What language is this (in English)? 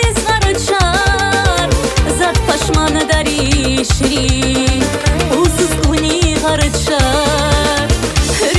Tabassaran